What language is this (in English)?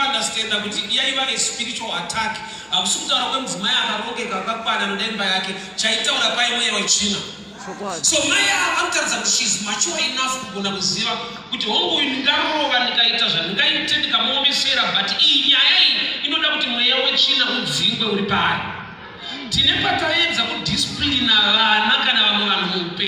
Shona